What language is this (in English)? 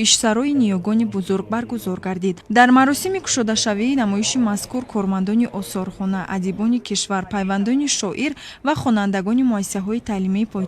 Tajik